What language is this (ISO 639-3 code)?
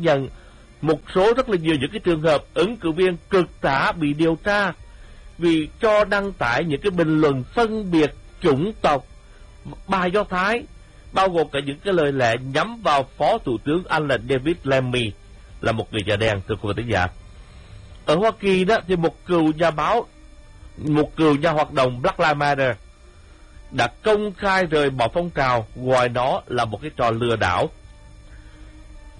vie